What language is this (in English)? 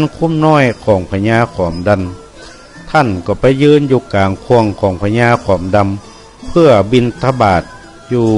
Northern Thai